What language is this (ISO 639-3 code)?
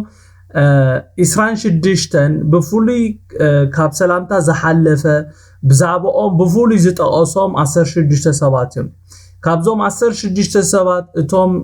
tir